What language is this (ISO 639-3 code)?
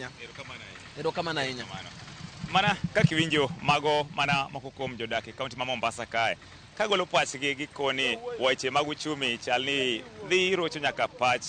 luo